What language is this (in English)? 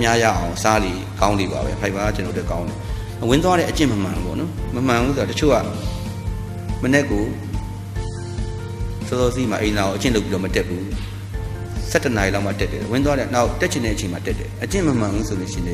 Burmese